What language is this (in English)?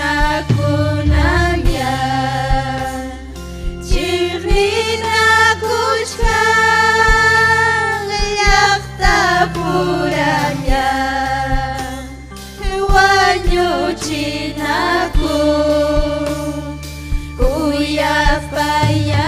Ayacucho Quechua